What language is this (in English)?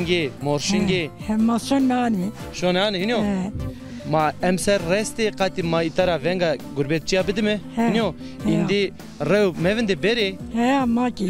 Zaza